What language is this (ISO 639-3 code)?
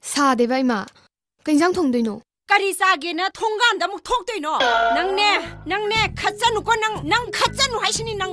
mni